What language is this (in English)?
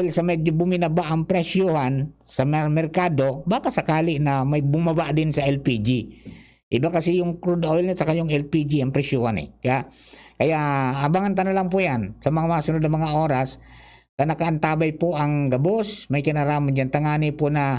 Bikol